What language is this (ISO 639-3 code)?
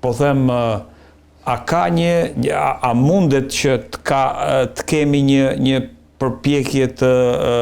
sqi